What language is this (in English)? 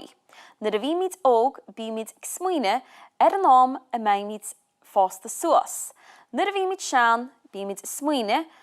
Irish